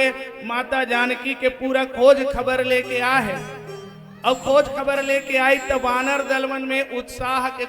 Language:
Chhattisgarhi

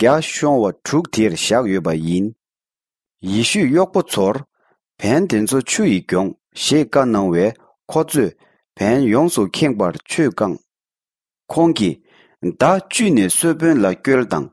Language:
Tibetan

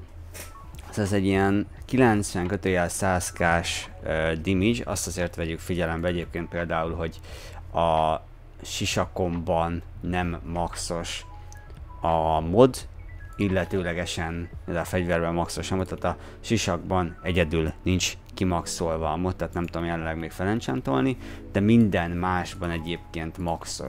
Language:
Hungarian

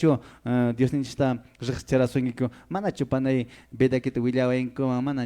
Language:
Quechua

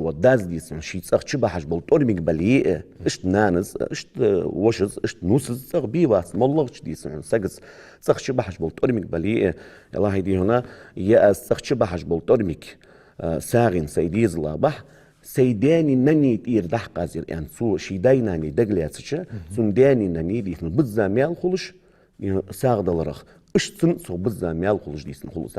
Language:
Ingush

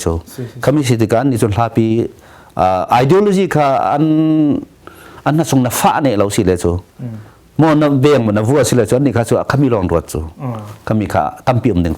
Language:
Hakha Chin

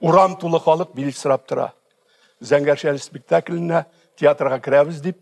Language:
Tatar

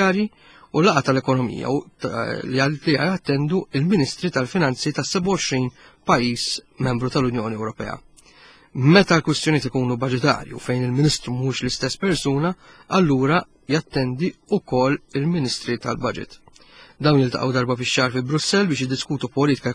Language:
Maltese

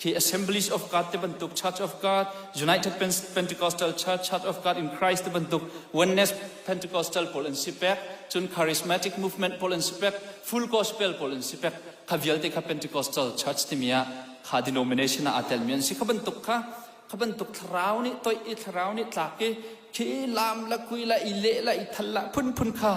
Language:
Hakha Chin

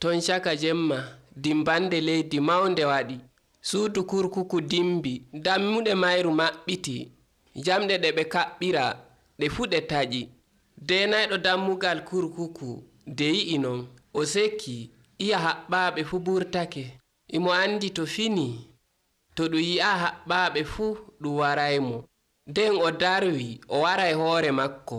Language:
Nigerian Fulfulde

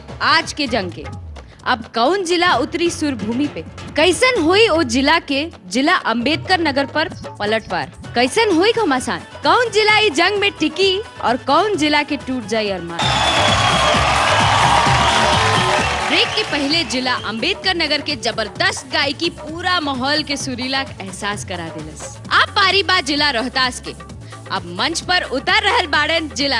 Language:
Bhojpuri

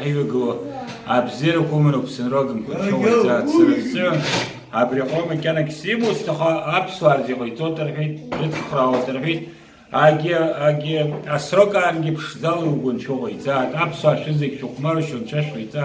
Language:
Abkhazian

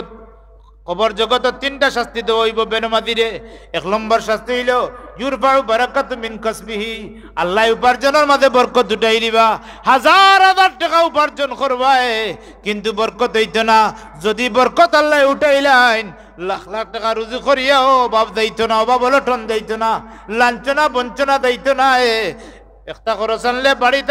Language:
Sylheti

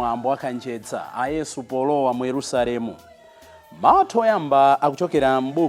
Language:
Nyanja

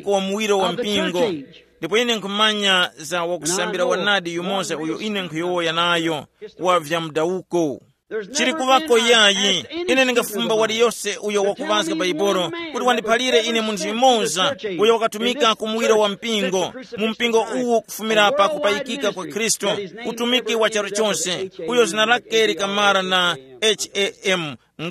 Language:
Tumbuka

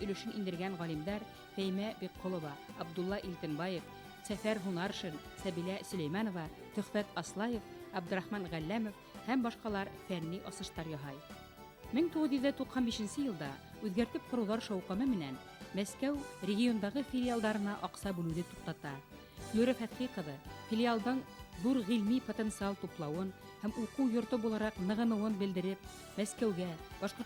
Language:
Bashkir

